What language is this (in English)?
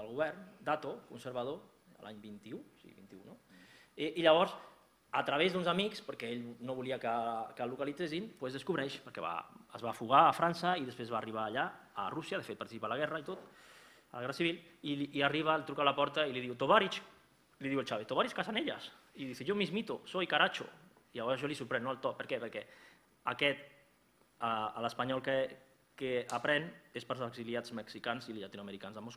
Catalan